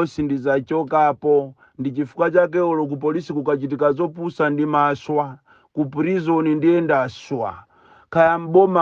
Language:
Nyanja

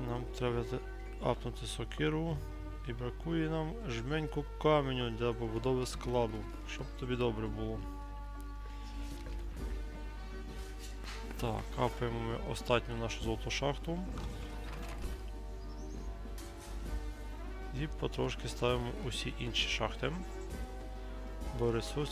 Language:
Ukrainian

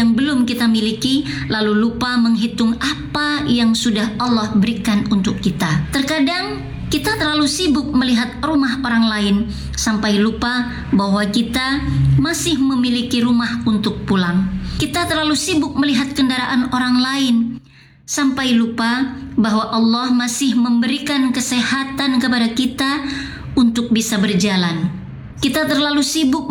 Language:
Indonesian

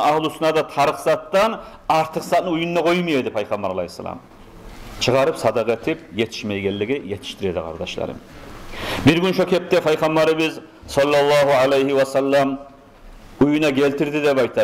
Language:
Kumyk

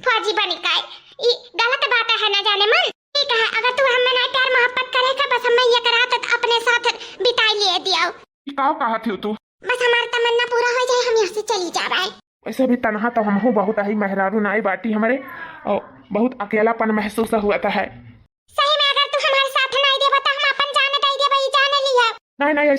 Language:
Awadhi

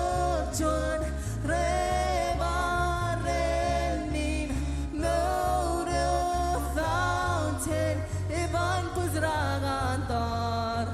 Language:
Marshallese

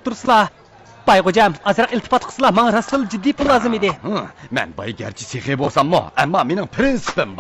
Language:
Uyghur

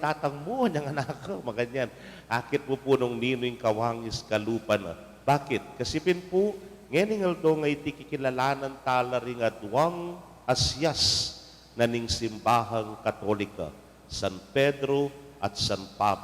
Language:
Pampanga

